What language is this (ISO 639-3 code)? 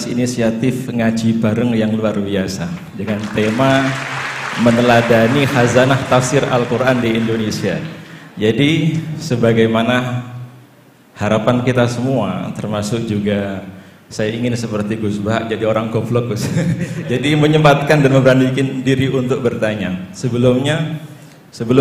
ind